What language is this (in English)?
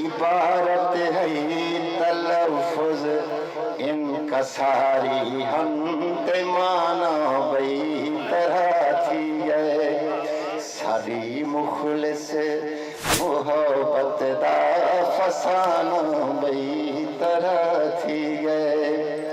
Saraiki